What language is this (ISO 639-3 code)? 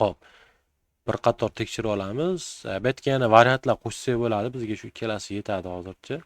uzb